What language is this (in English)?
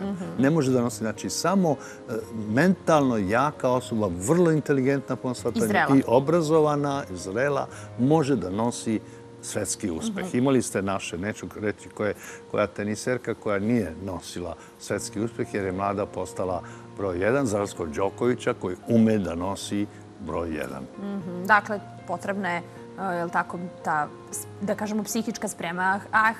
Serbian